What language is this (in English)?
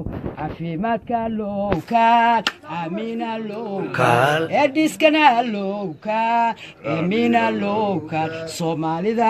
Somali